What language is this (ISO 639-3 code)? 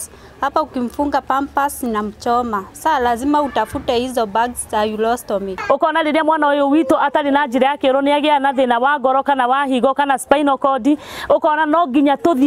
kik